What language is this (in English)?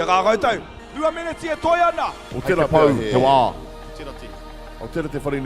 Māori